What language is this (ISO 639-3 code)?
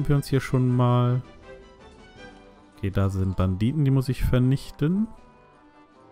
deu